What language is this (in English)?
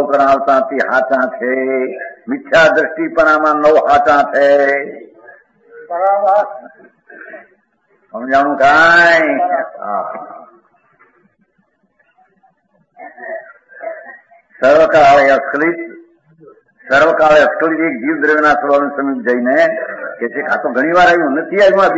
Gujarati